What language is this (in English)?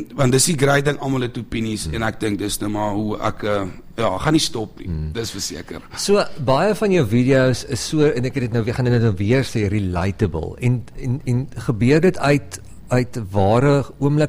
Afrikaans